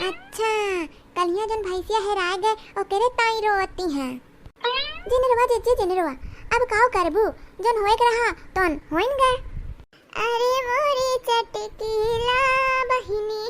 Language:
Awadhi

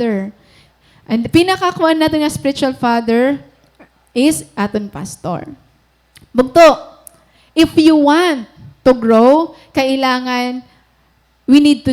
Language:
Waray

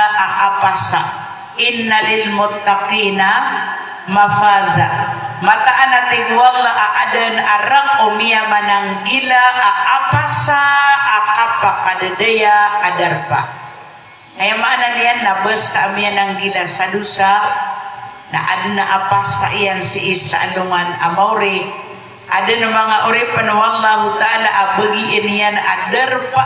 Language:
Maranao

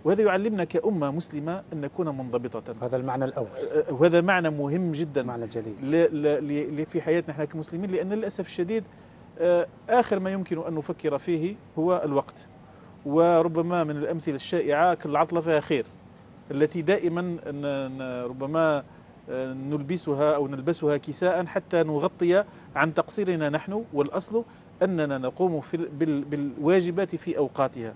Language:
Arabic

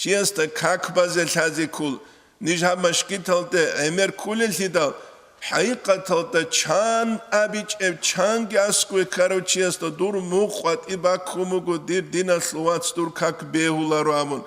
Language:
Avaric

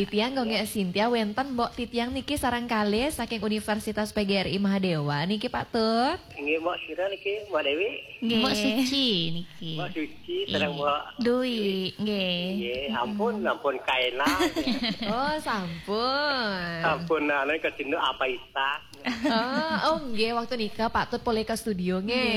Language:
Balinese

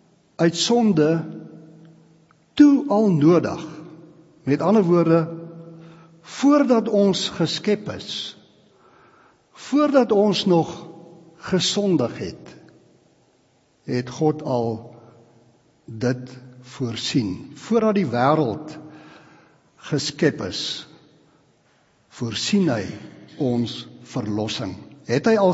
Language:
Afrikaans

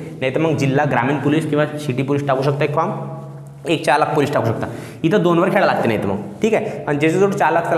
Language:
Marathi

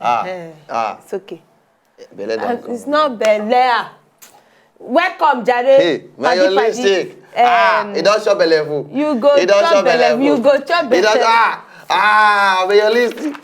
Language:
Nigerian Pidgin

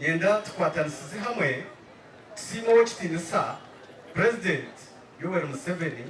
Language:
Nyankole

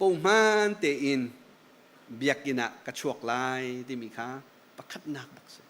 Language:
Hakha Chin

